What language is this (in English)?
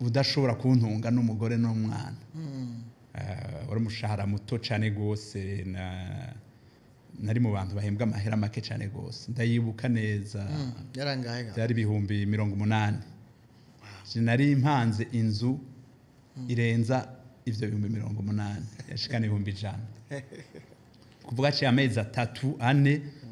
Rundi